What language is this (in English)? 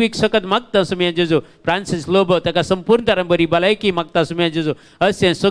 Konkani